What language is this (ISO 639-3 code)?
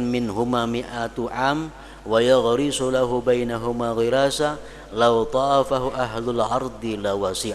bjn